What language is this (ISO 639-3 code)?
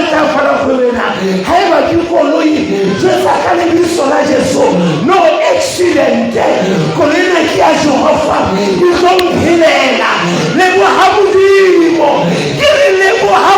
sot